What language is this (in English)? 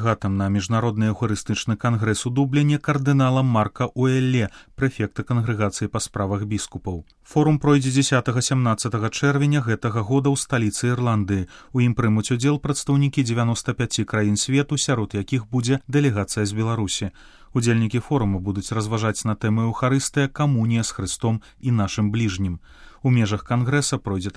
Belarusian